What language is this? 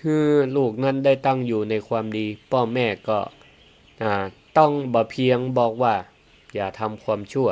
Northern Thai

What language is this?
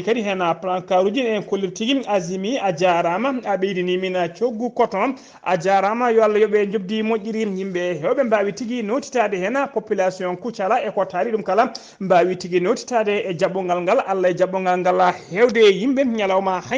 Fula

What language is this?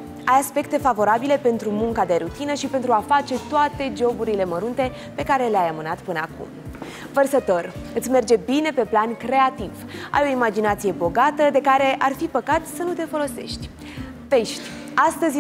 Romanian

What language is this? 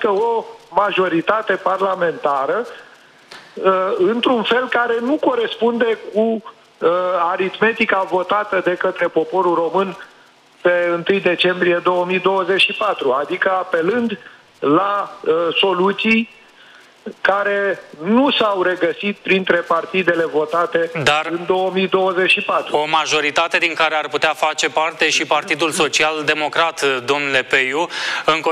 Romanian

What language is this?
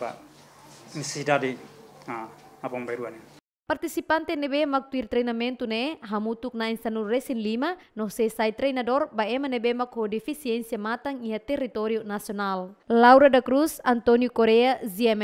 Tetum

